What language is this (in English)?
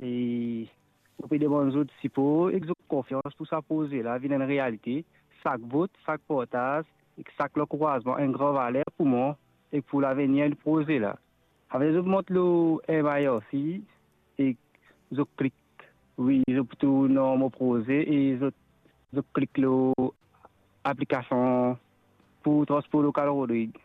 Morisyen